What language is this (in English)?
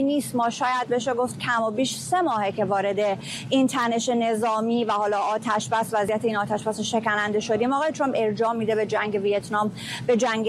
Persian